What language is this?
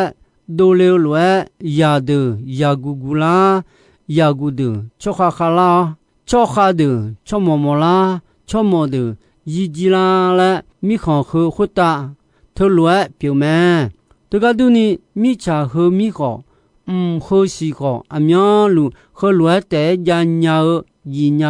Akha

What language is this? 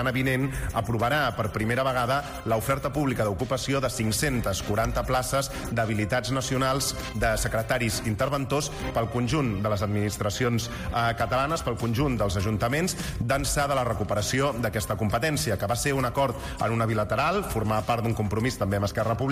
Catalan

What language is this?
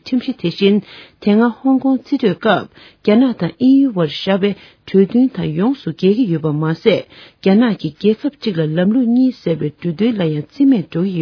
Tibetan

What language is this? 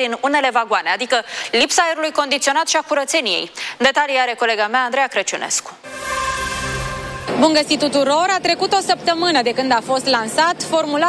Romanian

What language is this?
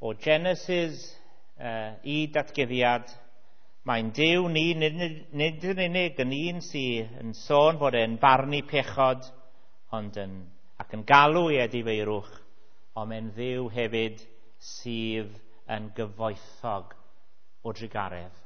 Welsh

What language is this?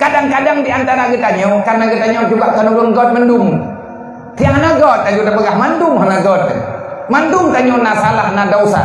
Achinese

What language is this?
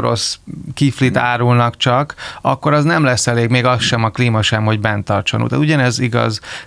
Hungarian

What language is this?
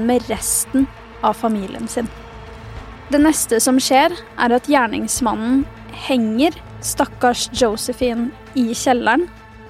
Norwegian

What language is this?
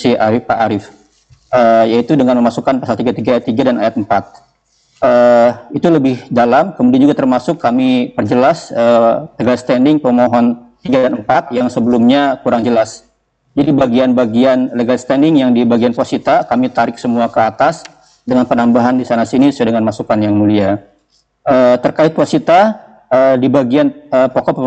Indonesian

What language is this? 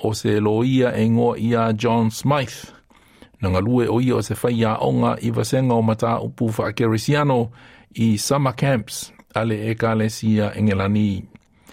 Samoan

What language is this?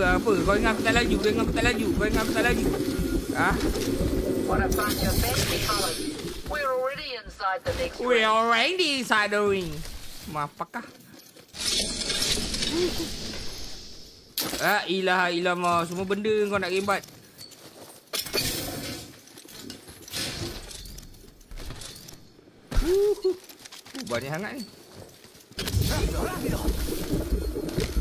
Malay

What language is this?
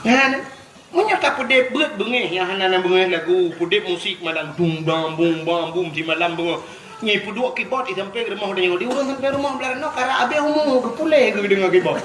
Achinese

